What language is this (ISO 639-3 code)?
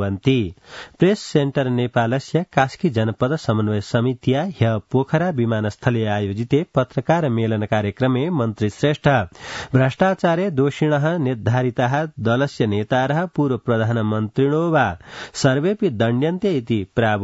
san